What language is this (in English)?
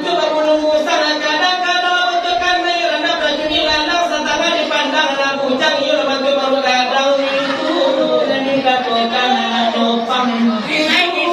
Minangkabau